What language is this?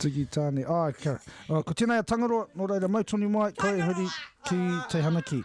Māori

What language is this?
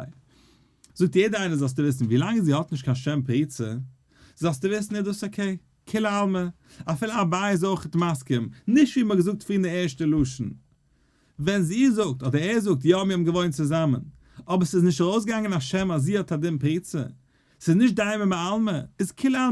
Yiddish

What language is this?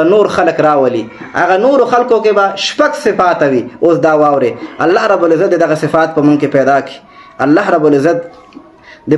Pashto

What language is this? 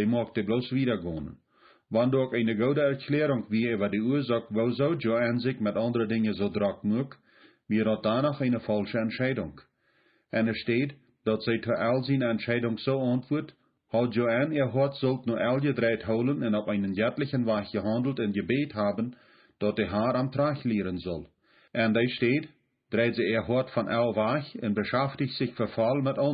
Plautdietsch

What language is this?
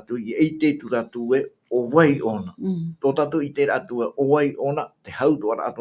Tahitian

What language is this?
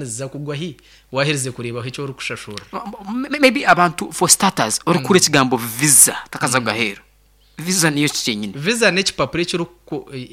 Nyankole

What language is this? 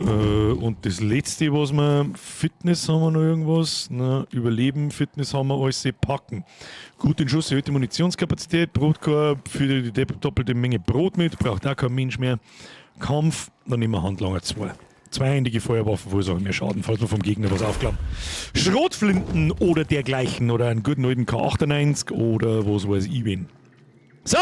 Bavarian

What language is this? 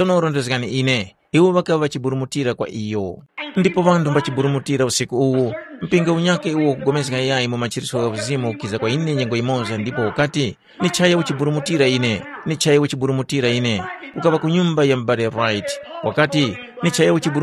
Tumbuka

